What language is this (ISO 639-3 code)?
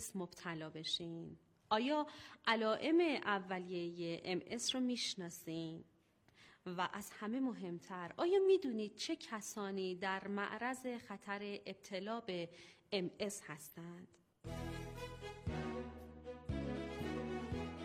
fas